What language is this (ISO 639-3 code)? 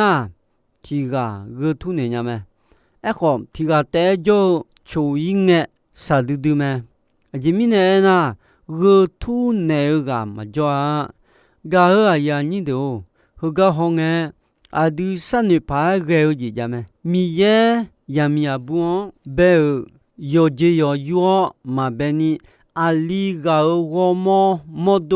ahk